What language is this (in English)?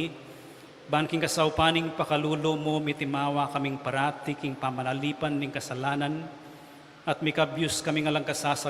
Pampanga